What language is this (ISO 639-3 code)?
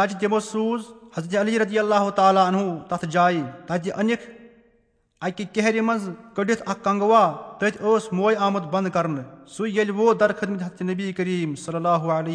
kas